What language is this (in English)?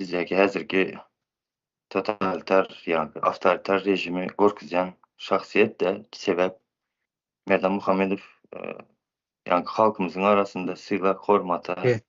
Turkmen